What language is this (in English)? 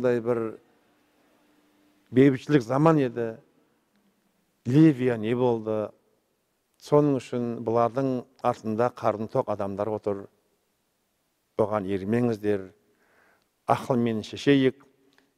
Kazakh